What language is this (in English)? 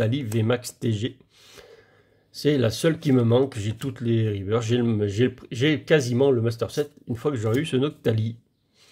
French